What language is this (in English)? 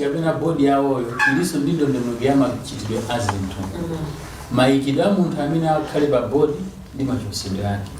Nyanja